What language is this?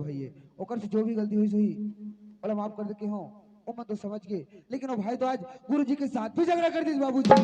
Chhattisgarhi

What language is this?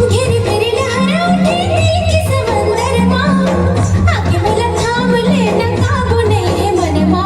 Chhattisgarhi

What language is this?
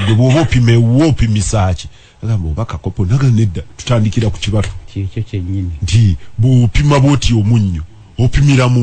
Ganda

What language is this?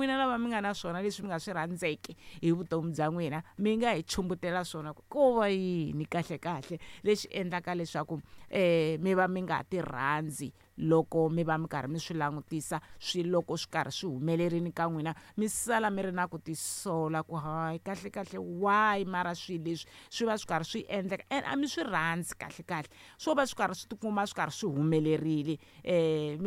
Tsonga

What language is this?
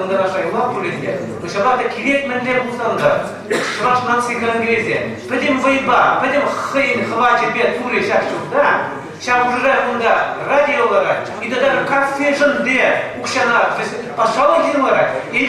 Chuvash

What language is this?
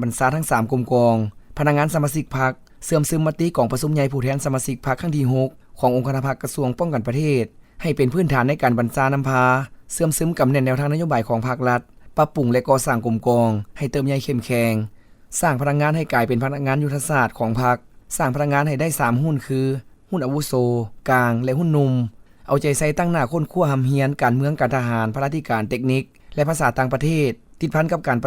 Lao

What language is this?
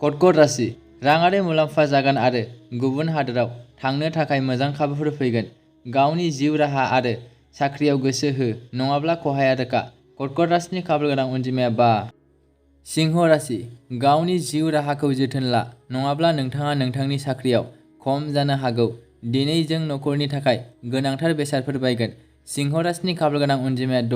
Bodo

